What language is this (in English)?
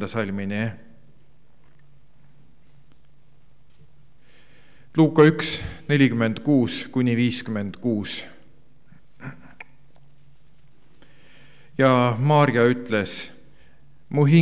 Estonian